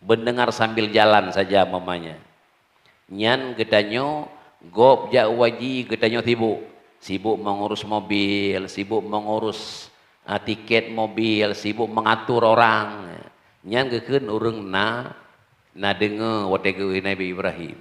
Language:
Achinese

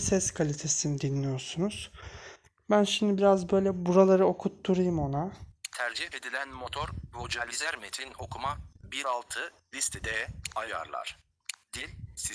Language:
Turkish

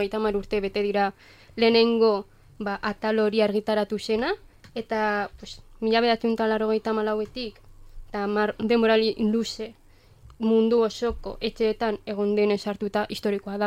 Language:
Basque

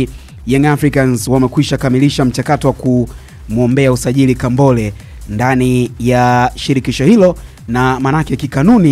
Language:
Swahili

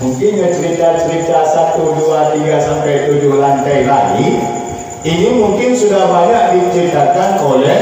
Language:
Achinese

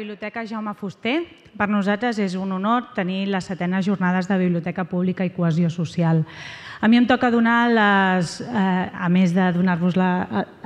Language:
Catalan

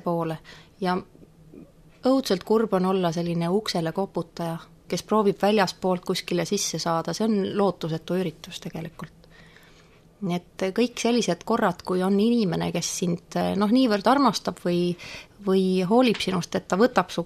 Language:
Estonian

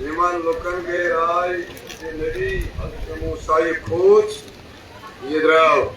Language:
Kashmiri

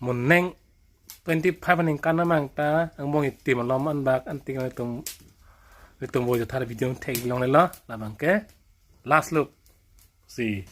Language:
Karbi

